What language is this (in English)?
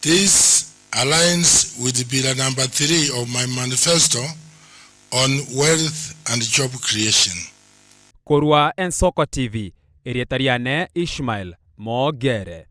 Gusii